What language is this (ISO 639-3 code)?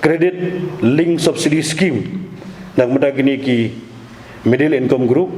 kha